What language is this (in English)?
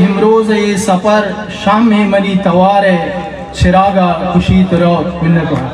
Eastern Balochi